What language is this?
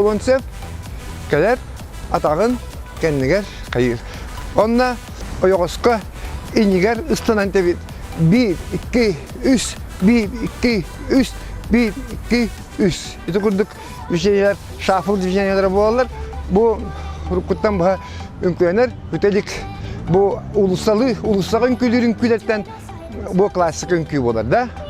Yakut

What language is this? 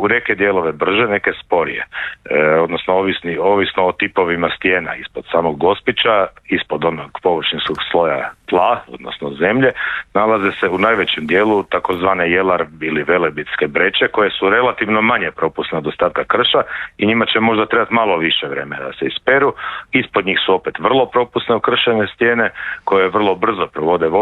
Croatian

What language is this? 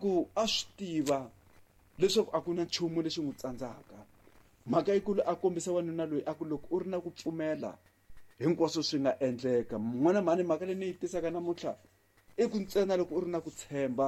Tsonga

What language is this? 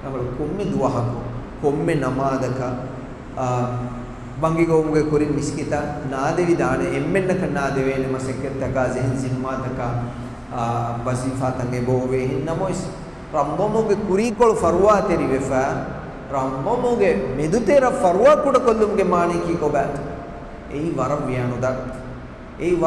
Divehi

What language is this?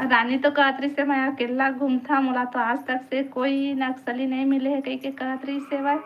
Chhattisgarhi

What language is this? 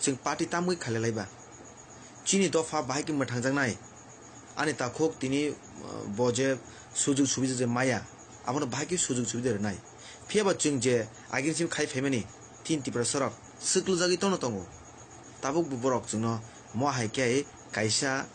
Kok Borok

